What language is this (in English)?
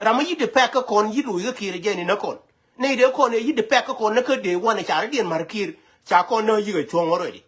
Nuer